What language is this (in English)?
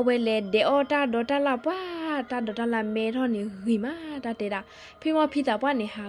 S'gaw Karen